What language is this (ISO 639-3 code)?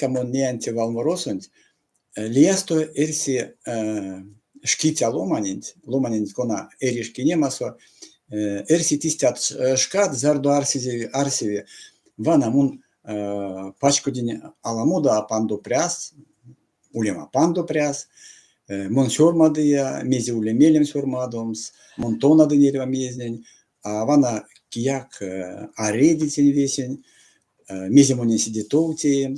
myv